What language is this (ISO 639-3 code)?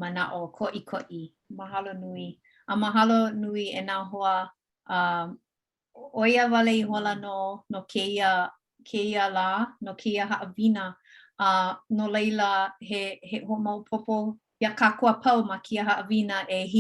haw